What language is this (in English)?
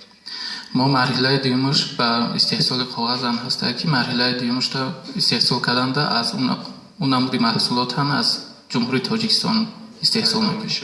Tajik